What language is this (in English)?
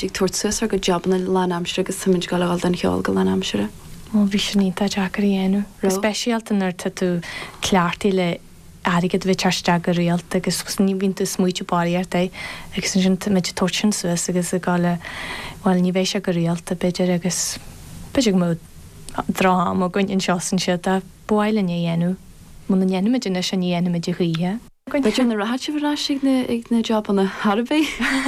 Irish